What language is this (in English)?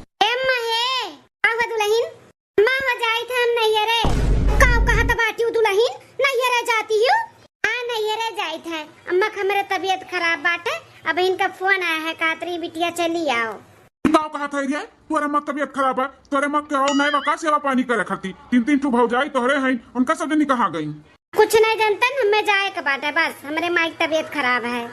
Awadhi